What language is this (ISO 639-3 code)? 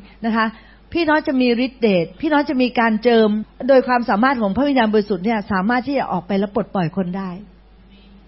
tha